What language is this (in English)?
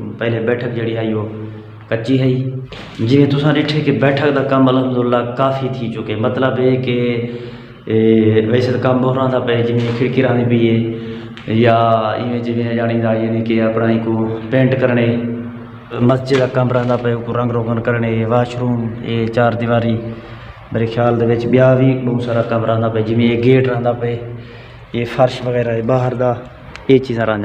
Saraiki